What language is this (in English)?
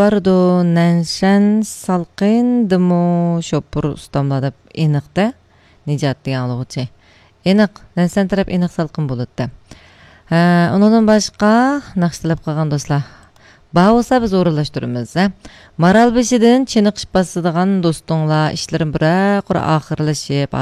Uyghur